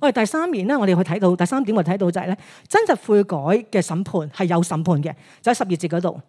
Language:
Cantonese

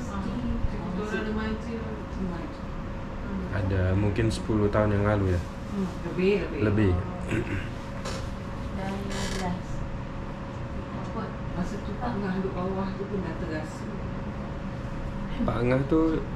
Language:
Malay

